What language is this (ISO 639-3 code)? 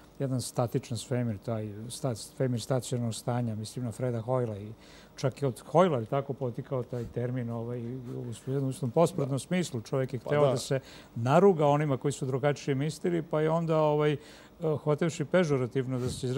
srp